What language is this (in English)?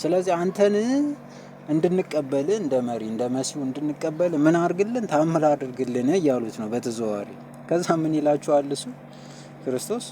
Amharic